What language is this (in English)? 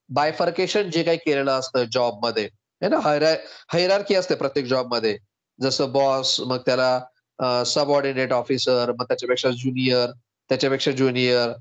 Marathi